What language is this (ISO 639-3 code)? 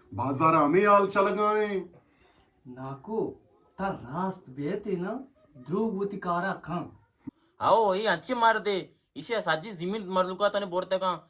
bgp